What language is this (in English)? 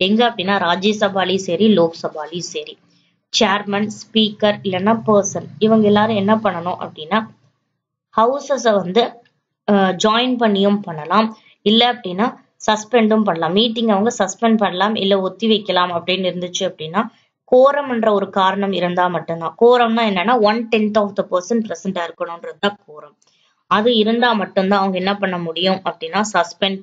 Tamil